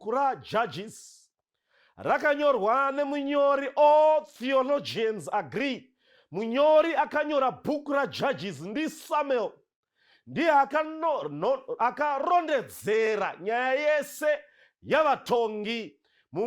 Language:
Shona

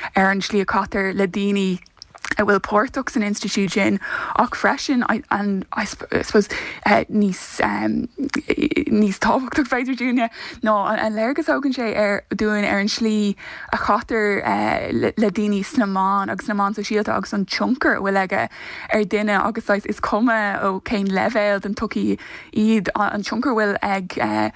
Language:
Irish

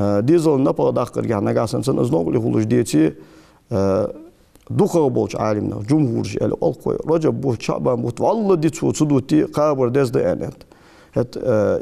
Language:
Ingush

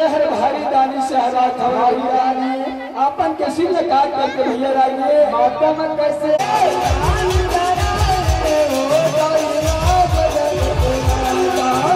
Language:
Chhattisgarhi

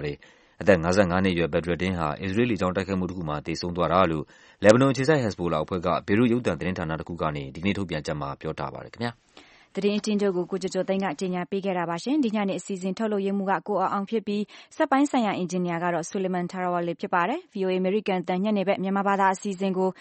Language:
Burmese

